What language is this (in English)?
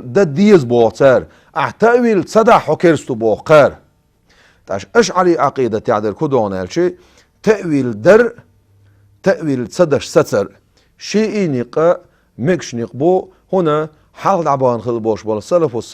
Chechen